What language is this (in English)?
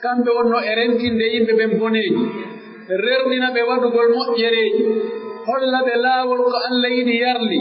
Pular